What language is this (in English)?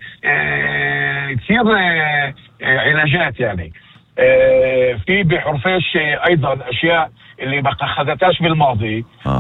North Levantine Arabic